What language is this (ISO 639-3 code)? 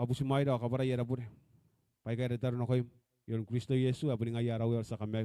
gil